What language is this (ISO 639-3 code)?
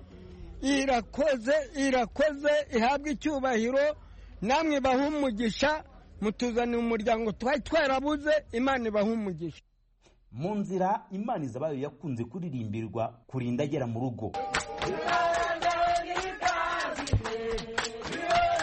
kin